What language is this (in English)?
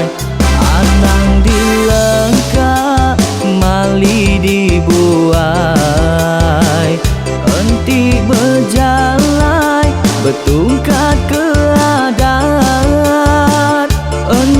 Iban